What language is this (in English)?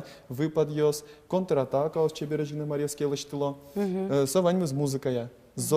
Udmurt